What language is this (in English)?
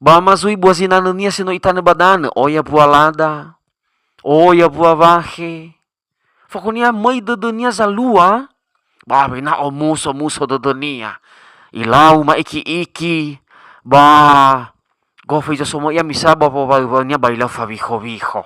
Nias